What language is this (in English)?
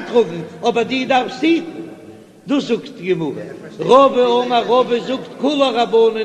Yiddish